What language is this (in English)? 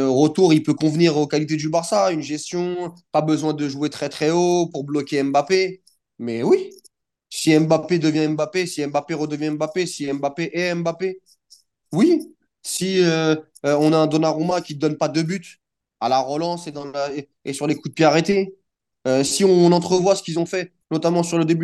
French